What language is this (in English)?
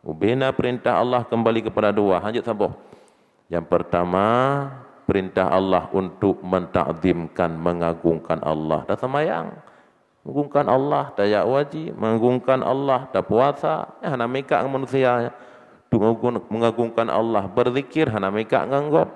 Achinese